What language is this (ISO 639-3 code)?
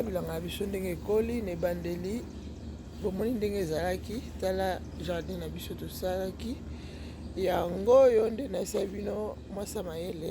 lin